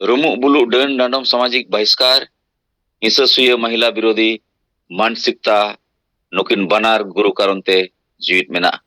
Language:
Santali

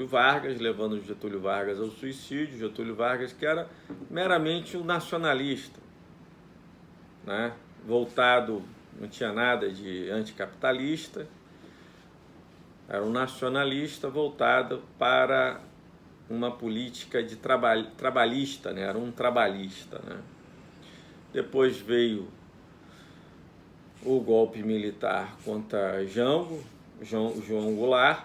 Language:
Portuguese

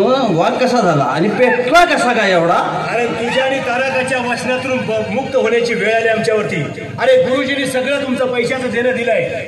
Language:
Marathi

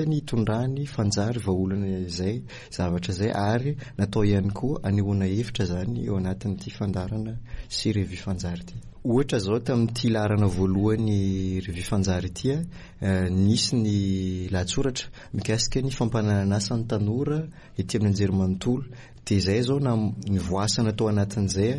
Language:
Malagasy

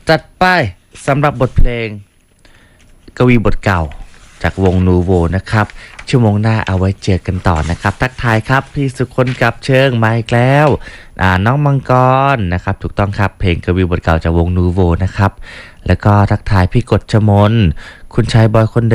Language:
Thai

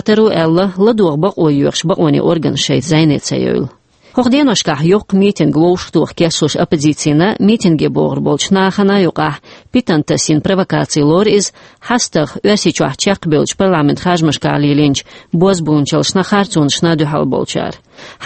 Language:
Chechen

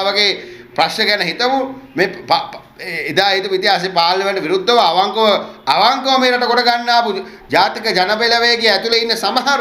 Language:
Sinhala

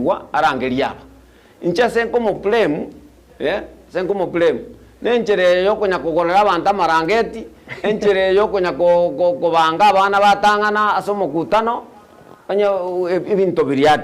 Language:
Gusii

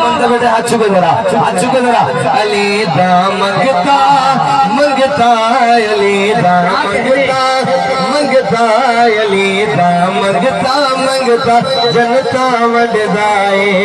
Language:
Saraiki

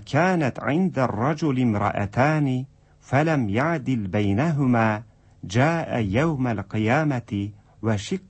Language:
Tatar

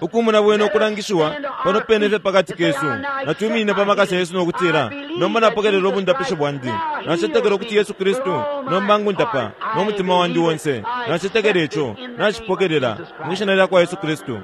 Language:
Bemba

